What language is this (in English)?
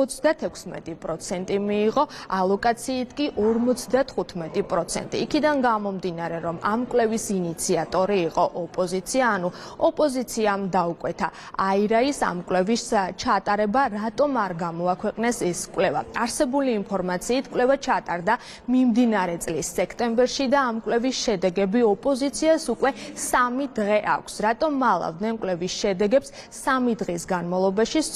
Georgian